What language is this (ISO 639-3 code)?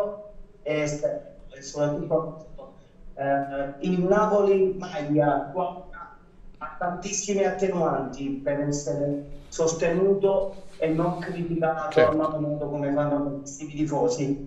ita